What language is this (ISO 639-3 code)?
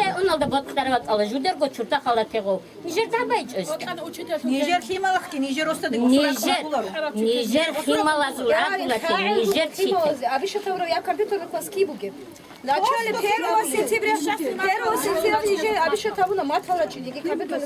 ava